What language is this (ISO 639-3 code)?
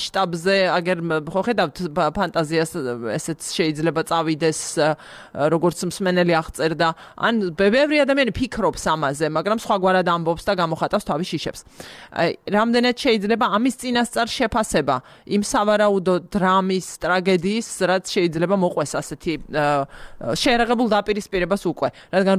kat